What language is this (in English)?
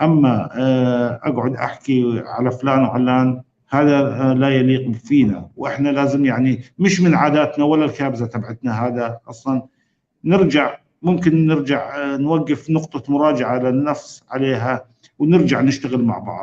North Levantine Arabic